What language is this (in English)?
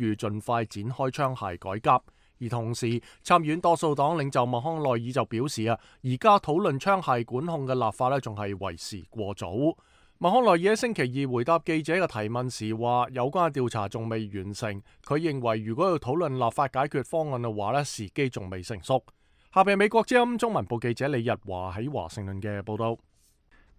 Cantonese